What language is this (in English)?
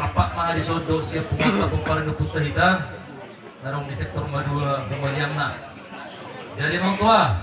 Batak Toba